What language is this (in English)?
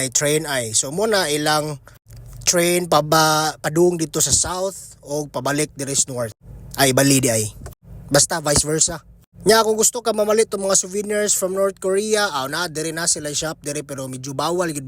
Cebuano